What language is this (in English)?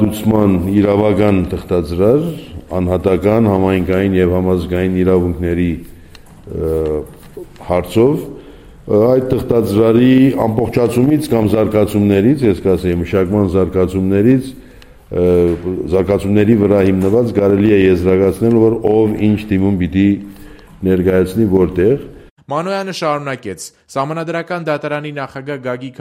Armenian